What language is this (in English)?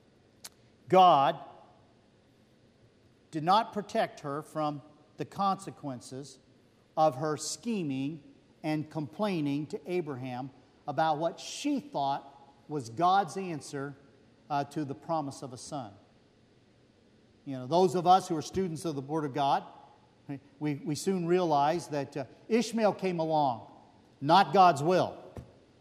English